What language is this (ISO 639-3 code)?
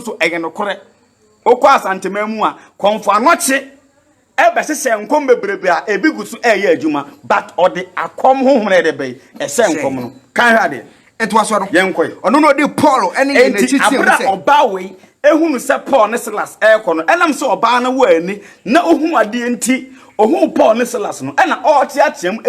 aka